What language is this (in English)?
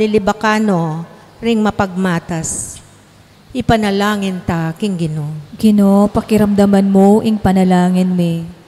Pampanga